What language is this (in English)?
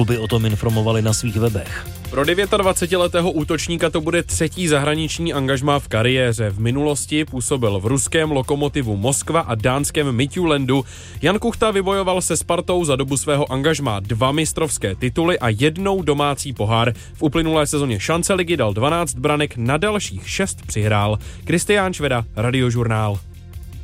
Czech